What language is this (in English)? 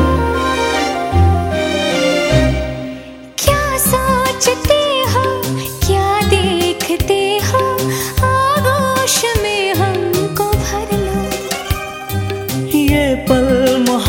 Hindi